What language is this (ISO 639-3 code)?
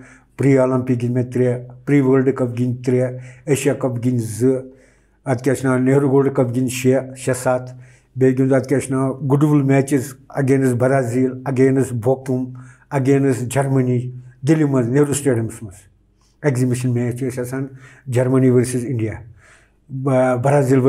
kas